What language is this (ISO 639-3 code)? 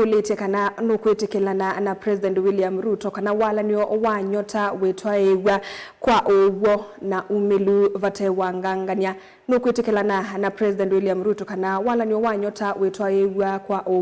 kam